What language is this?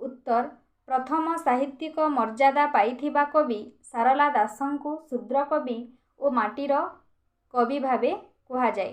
Odia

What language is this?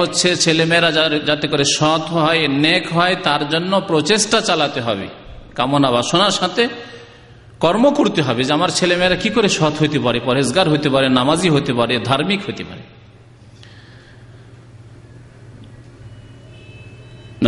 Bangla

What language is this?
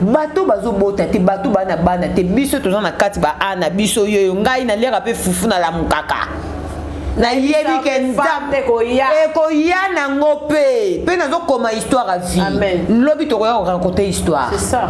Lingala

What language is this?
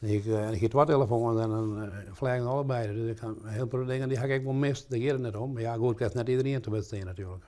Western Frisian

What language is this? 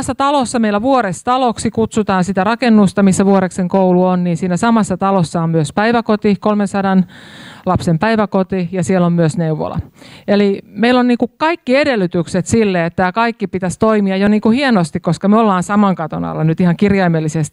Finnish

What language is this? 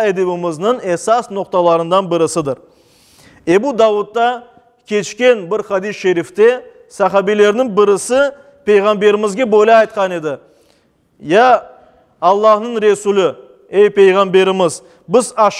Crimean Tatar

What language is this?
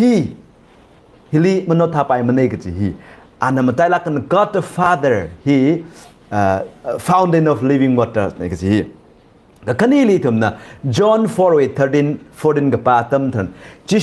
Tangkhul Naga (India)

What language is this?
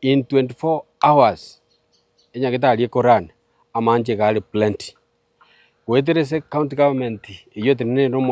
Gusii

